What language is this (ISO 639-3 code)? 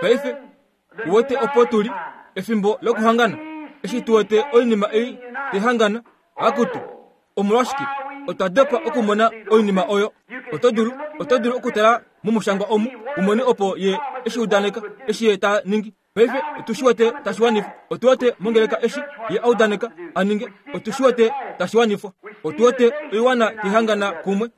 kua